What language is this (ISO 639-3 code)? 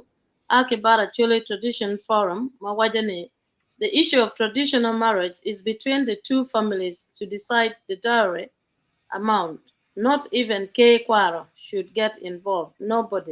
ach